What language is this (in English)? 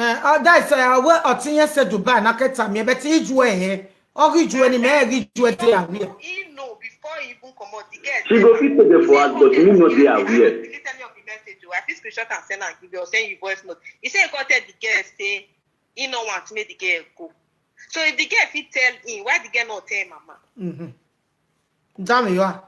Nigerian Pidgin